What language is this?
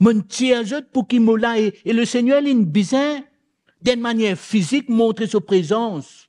Morisyen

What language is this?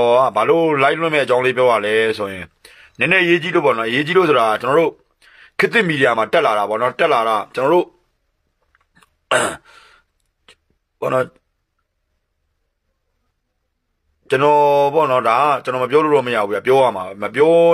Burmese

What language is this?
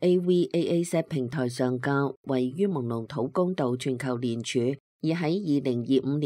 Cantonese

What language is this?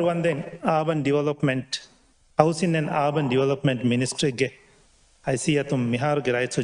Divehi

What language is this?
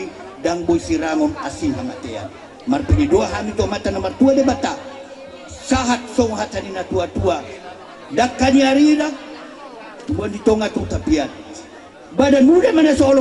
Batak Toba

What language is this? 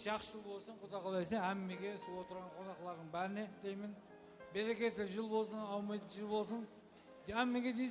Kara-Kalpak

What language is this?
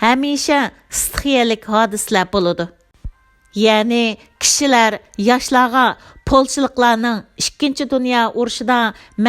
Uyghur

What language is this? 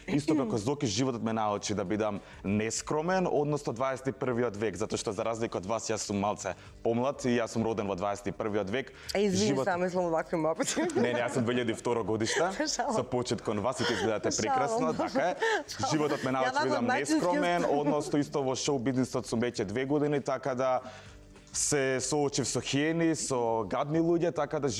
Macedonian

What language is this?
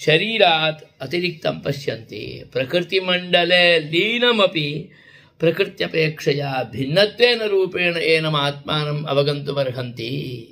Sanskrit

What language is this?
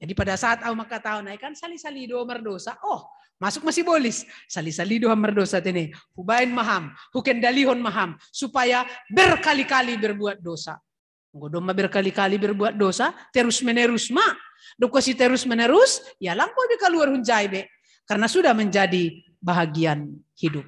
Batak Simalungun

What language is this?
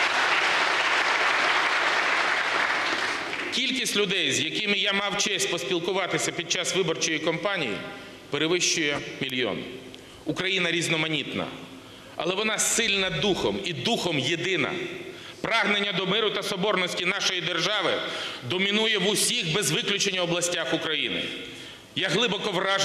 Ukrainian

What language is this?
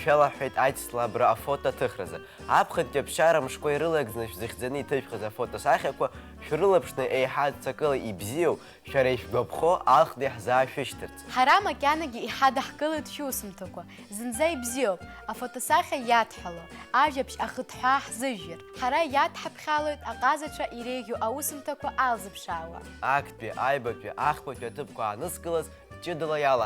Abkhazian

